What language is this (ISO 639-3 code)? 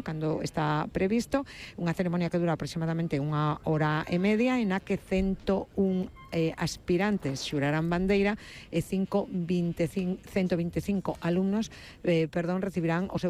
glg